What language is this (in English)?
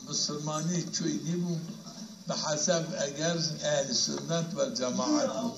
Zaza